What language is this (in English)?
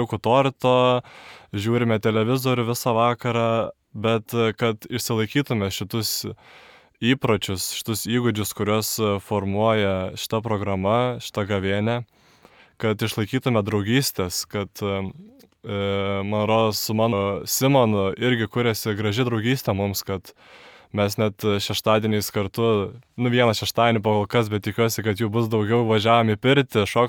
Lithuanian